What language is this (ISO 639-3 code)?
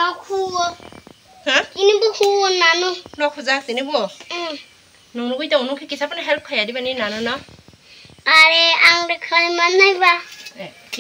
trp